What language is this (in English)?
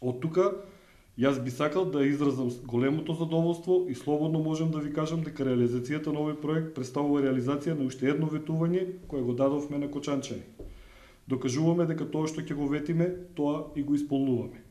Macedonian